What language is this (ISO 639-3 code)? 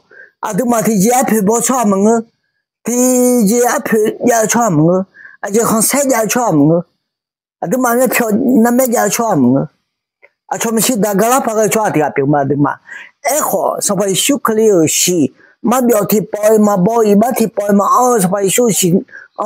ahk